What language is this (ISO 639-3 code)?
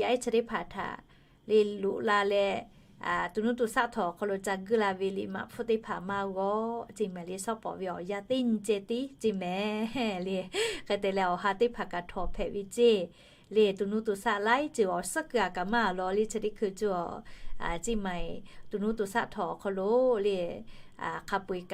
lhu